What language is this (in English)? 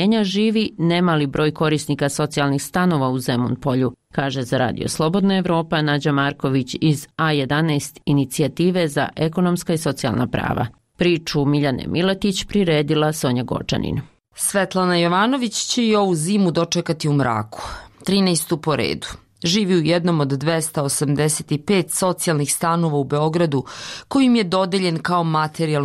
Bosnian